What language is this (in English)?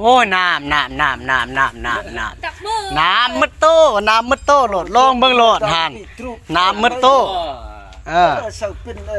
Lao